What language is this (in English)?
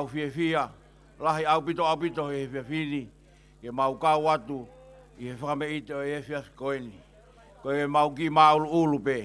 Tongan